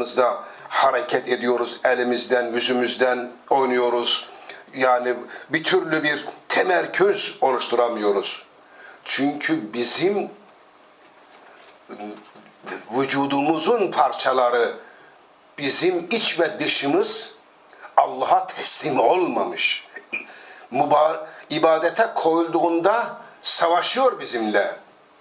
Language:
Turkish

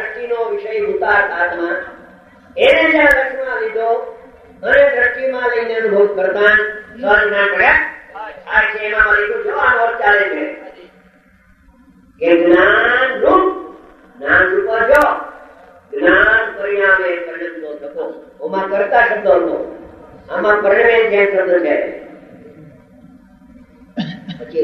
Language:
Gujarati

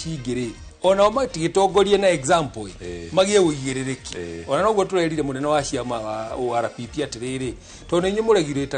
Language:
Kikuyu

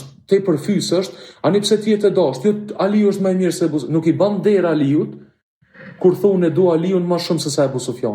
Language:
Albanian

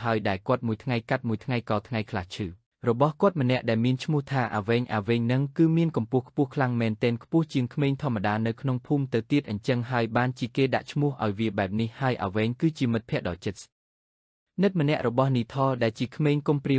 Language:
Khmer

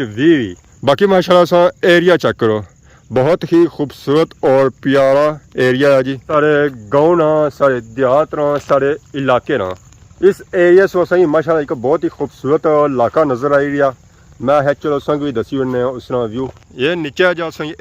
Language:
Pahari-Potwari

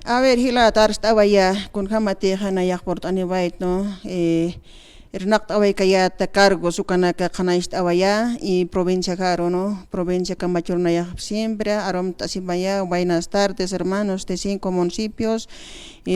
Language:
Aymara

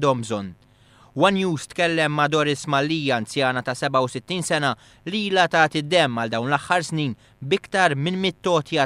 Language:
Maltese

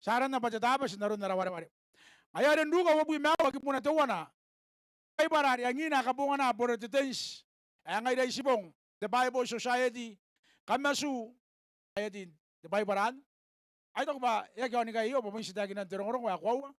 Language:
Gilbertese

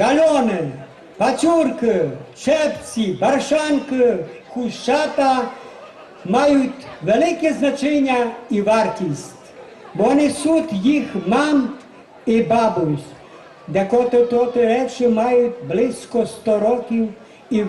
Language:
Rusyn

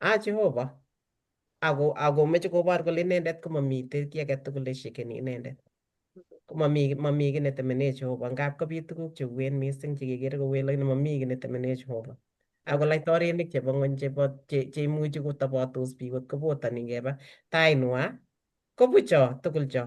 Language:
Kalenjin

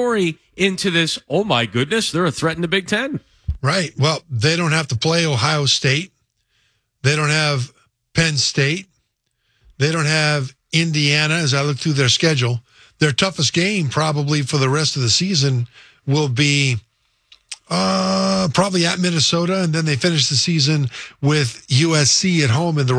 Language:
English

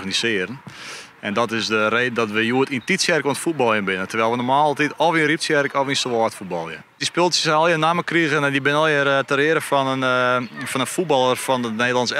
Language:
Western Frisian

